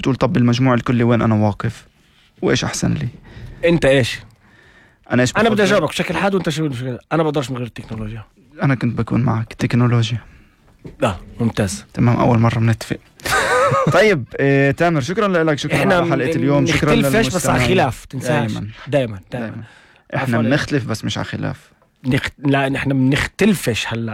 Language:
North Levantine Arabic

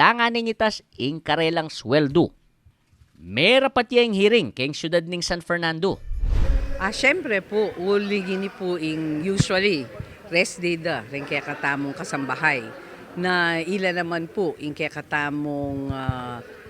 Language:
Pampanga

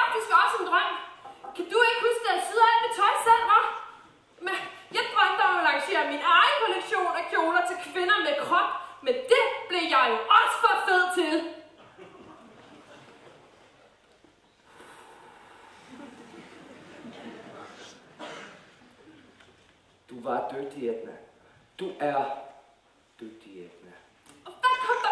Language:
Danish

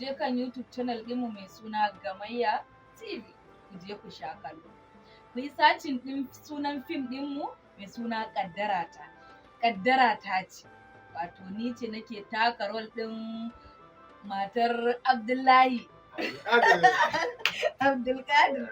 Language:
Hausa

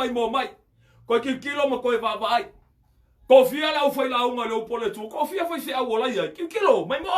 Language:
Samoan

